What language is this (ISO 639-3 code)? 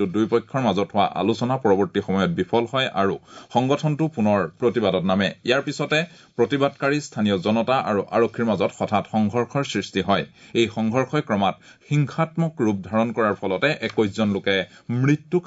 asm